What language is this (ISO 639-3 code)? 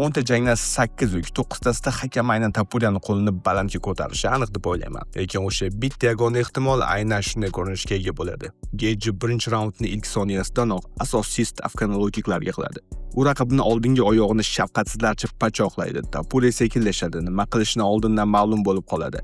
uzb